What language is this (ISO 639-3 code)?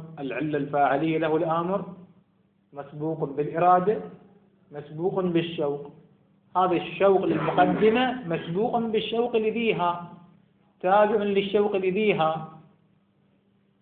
ara